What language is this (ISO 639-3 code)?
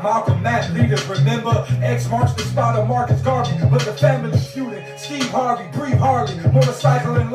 jam